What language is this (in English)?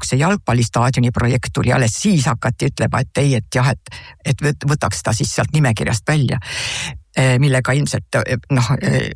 Estonian